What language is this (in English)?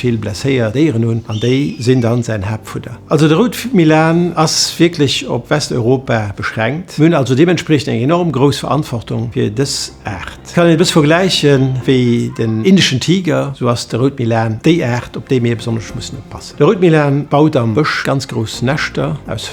Luxembourgish